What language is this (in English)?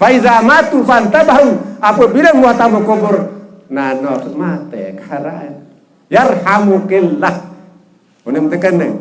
Sasak